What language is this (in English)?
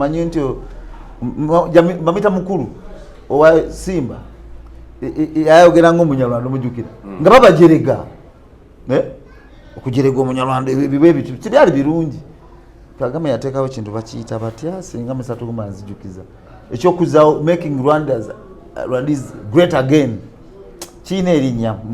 Ganda